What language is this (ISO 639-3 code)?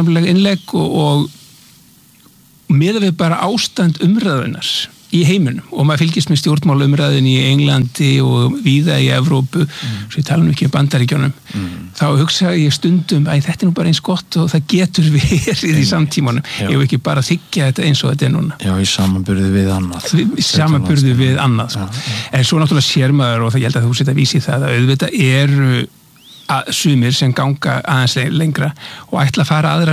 isl